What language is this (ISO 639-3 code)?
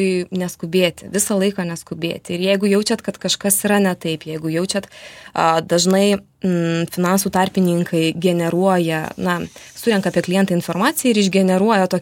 lit